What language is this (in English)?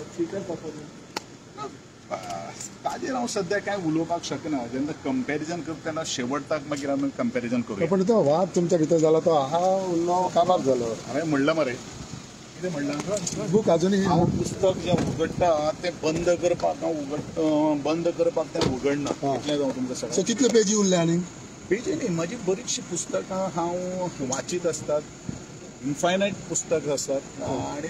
Konkani